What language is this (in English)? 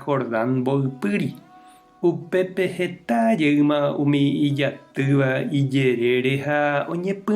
Guarani